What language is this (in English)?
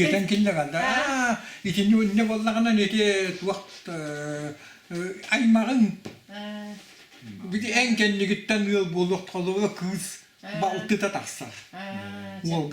Yakut